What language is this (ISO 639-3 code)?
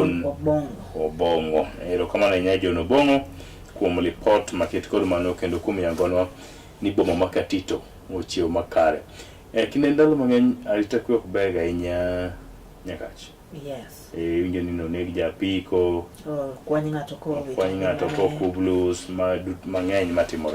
luo